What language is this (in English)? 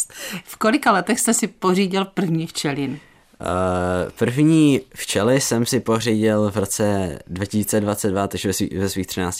Czech